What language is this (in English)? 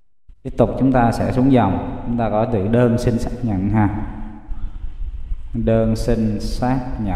Vietnamese